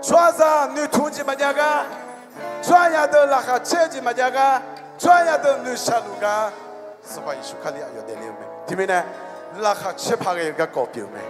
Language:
Akha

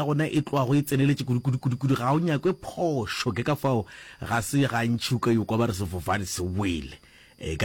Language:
Northern Sotho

